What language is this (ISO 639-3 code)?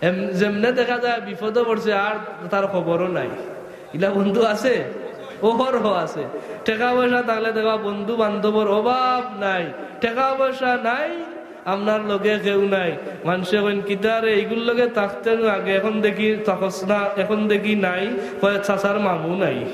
syl